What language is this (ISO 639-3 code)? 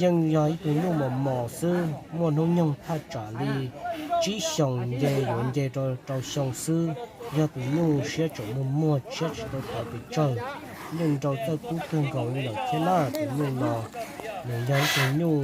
hmn